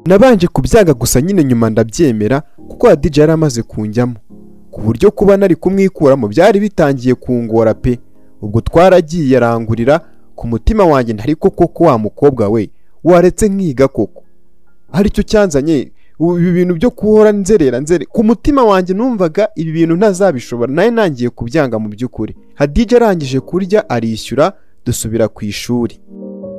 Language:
Kinyarwanda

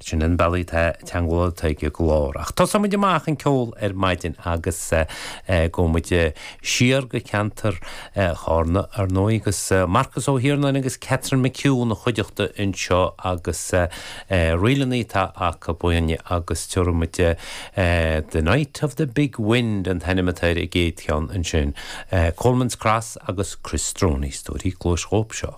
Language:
Irish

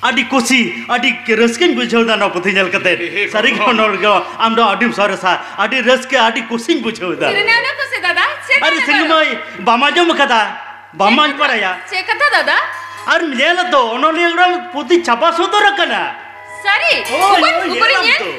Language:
Santali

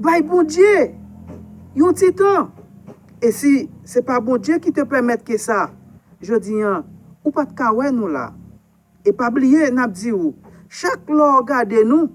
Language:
Haitian Creole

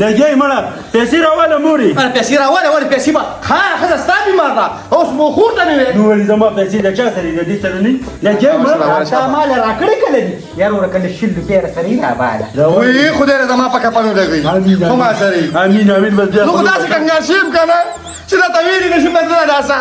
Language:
Pashto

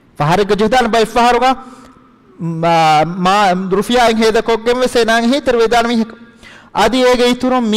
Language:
Divehi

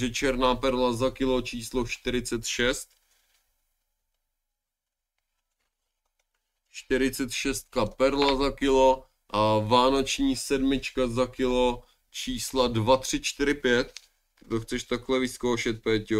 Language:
Czech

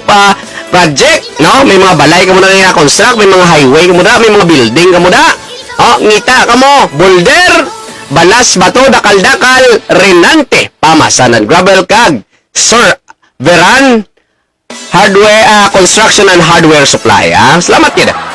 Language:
Hiligaynon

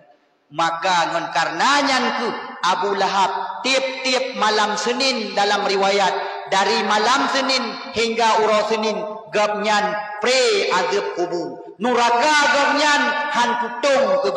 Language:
Achinese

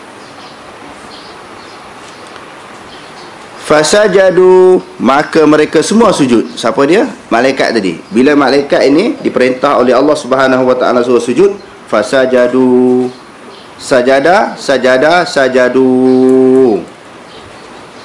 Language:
Malay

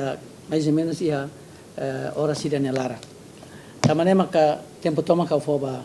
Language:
Tetum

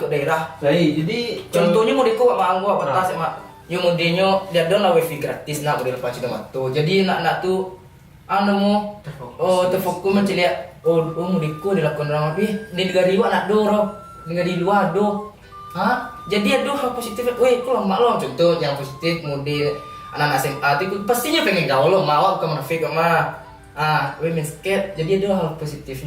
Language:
Minangkabau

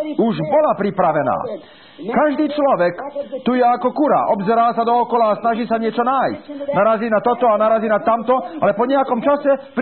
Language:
Slovak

